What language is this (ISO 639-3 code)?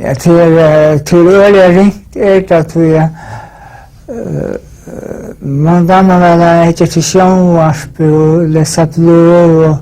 fao